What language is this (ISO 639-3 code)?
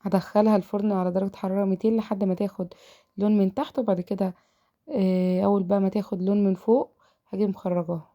arz